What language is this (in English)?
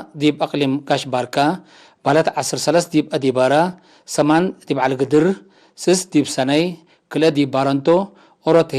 Tigre